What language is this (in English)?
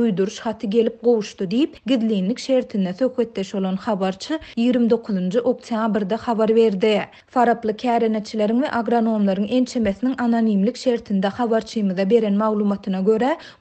Turkmen